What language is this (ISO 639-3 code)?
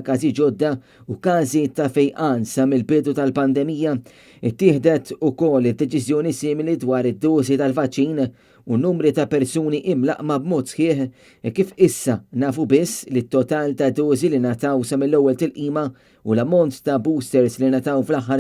mlt